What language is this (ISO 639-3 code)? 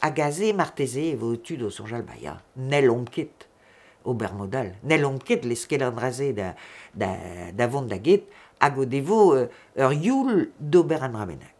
bre